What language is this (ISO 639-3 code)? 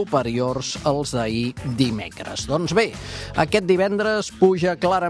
cat